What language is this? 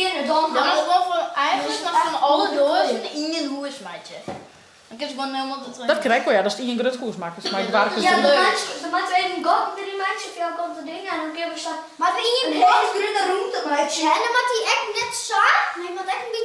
Western Frisian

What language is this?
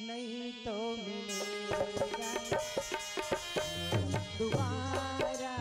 Chhattisgarhi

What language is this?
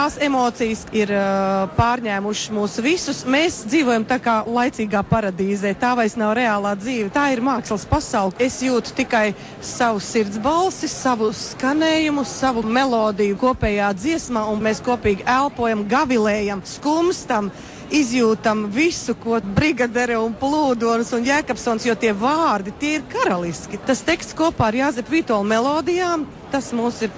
Latvian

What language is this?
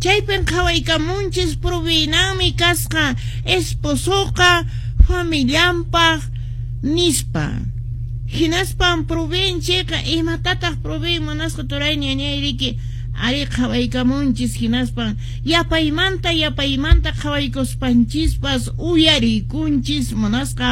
Quechua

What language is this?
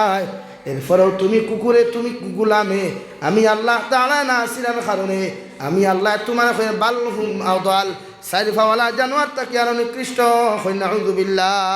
Sylheti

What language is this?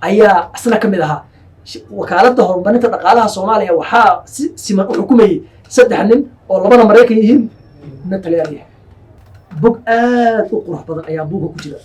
Somali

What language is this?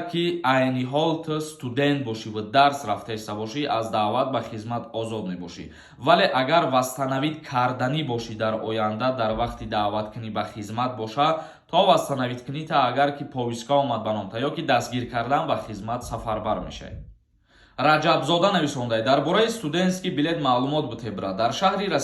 Tajik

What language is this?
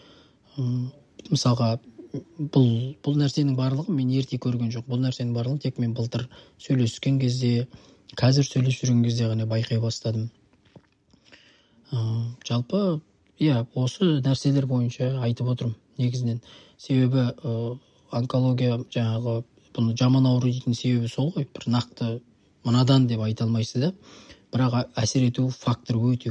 Kazakh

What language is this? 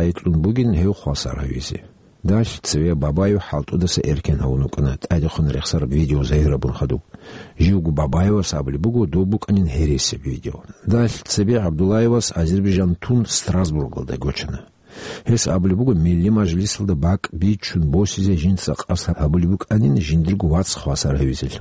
Avaric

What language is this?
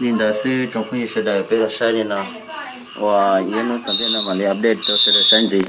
Hmong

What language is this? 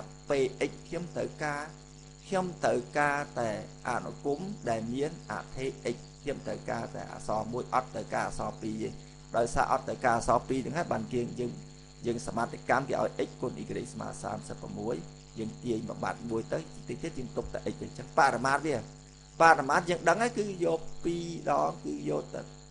Khmer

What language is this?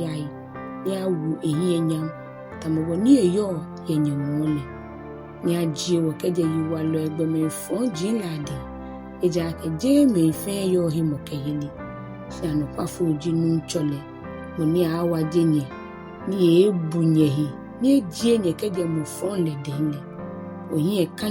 Ga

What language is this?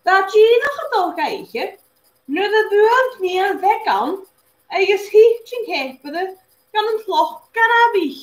Scottish Gaelic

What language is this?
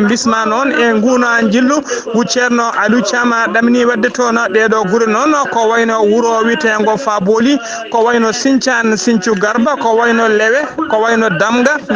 Fula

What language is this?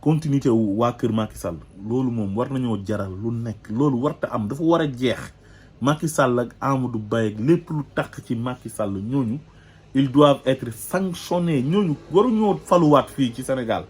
Wolof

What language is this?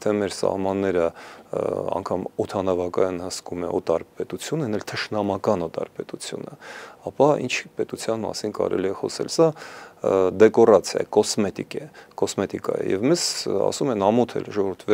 Armenian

